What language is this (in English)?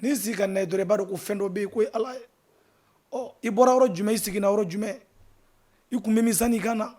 Bambara